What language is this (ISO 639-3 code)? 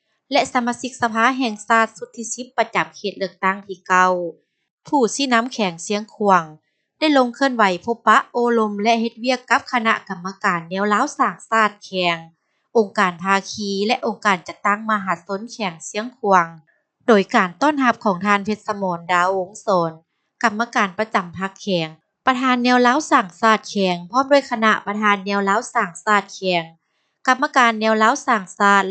lao